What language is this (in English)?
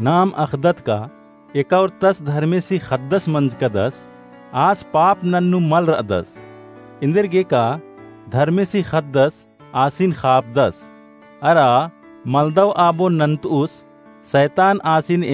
Kurukh